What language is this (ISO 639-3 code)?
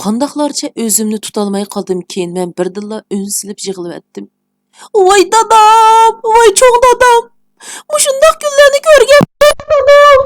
uig